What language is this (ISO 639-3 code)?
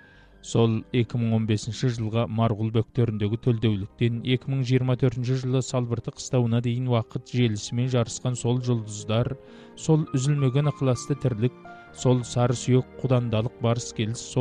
kaz